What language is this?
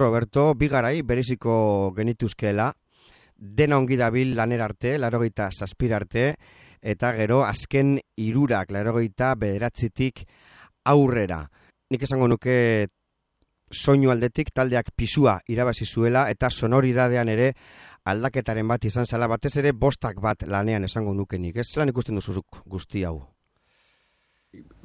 Basque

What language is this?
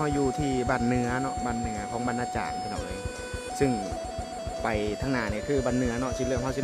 Northeastern Thai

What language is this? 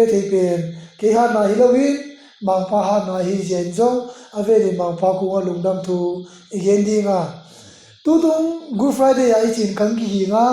Tedim Chin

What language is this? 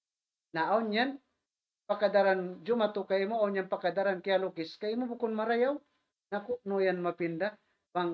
Tausug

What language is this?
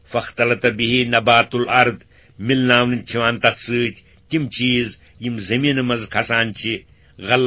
Kashmiri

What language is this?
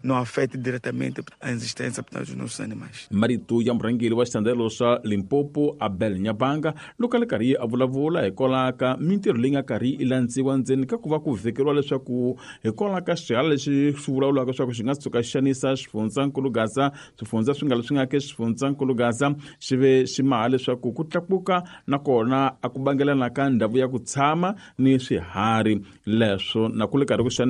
Tsonga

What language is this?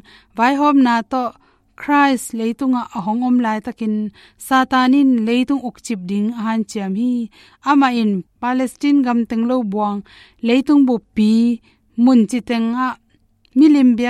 Tedim Chin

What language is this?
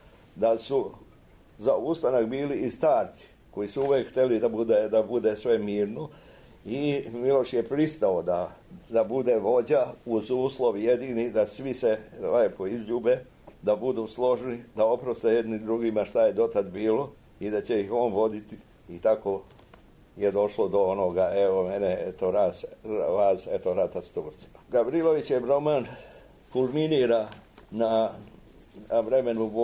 Serbian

